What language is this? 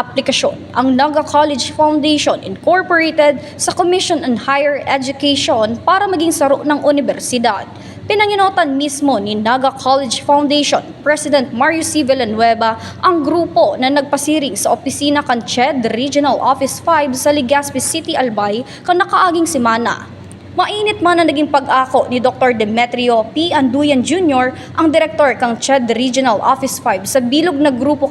Bikol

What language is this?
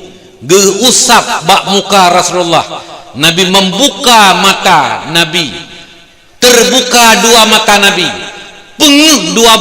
Achinese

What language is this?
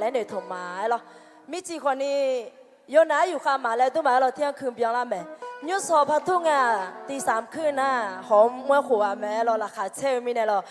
Akha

